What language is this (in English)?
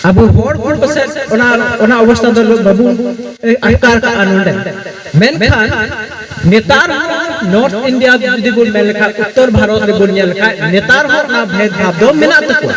Santali